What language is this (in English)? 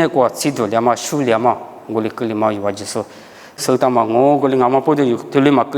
Lisu